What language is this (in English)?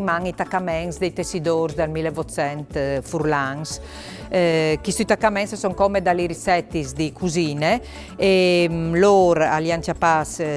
Friulian